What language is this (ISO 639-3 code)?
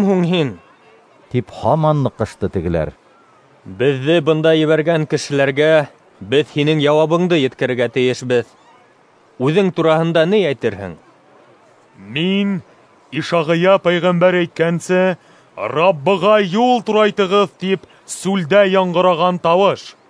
bak